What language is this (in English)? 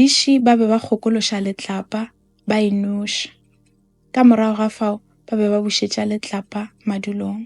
Northern Sotho